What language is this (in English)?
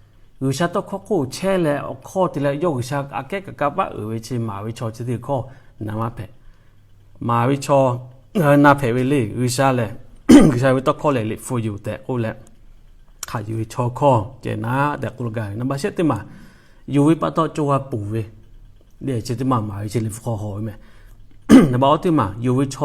Lahu